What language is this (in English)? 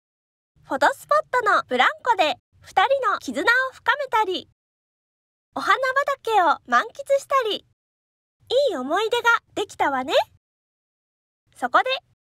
Japanese